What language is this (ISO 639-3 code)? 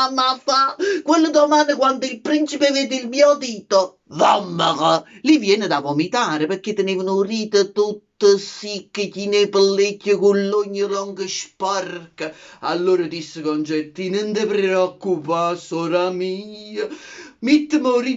nap